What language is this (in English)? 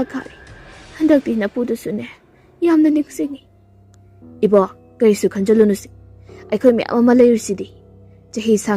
Manipuri